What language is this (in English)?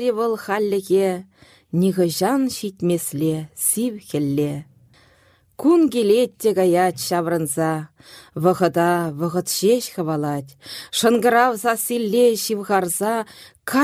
Chuvash